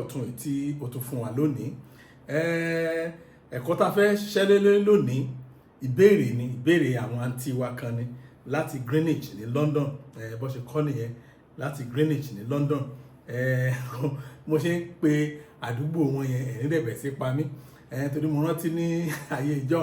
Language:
Yoruba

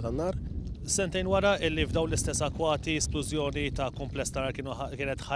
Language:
Maltese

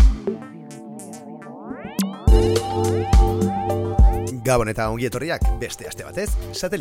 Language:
Basque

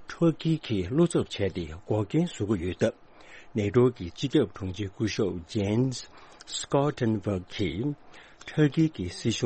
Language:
Tibetan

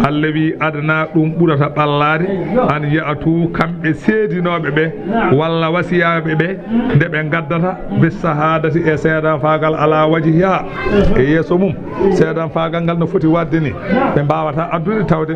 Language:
Fula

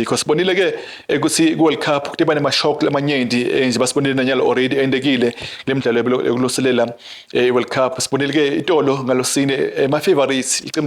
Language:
Swati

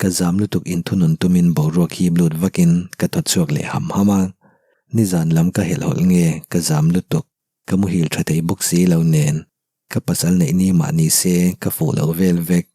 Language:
Mizo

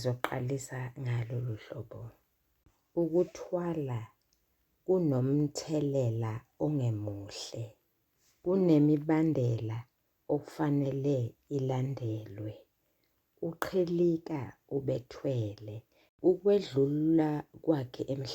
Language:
Zulu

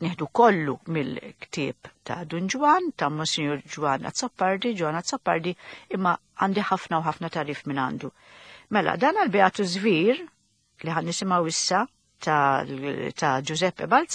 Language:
Maltese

